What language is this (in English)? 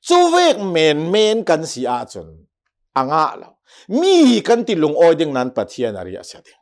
Hakha Chin